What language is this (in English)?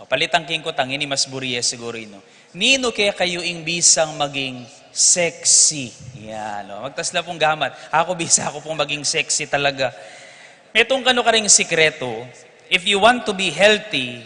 Pampanga